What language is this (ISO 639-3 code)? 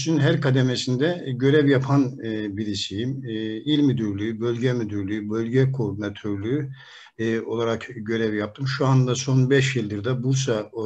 tur